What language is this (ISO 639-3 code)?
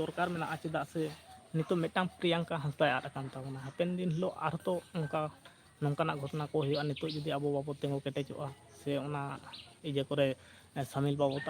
sat